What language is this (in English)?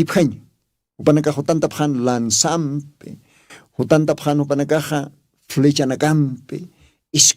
Aymara